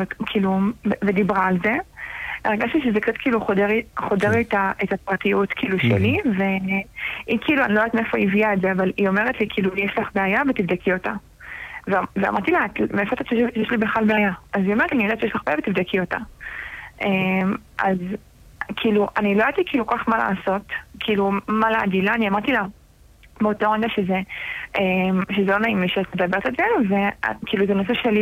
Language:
Hebrew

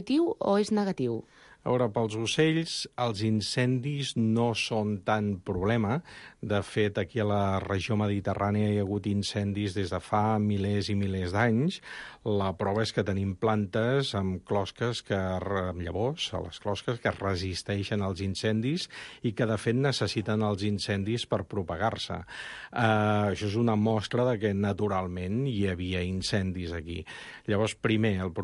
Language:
Catalan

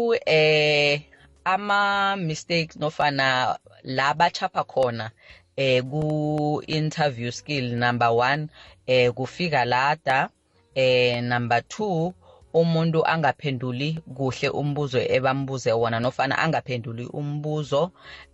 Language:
South Ndebele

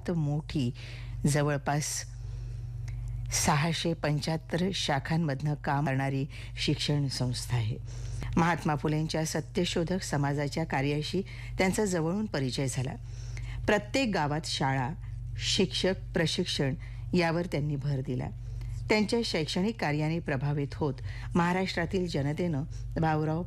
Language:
Marathi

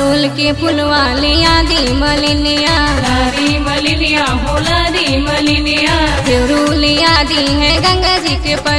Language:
Bhojpuri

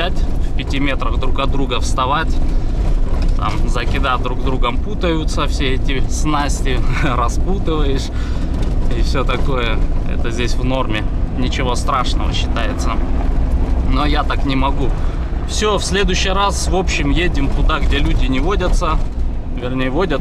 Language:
Russian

